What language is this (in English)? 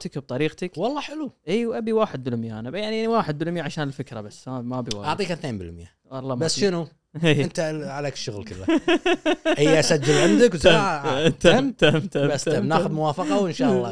Gulf Arabic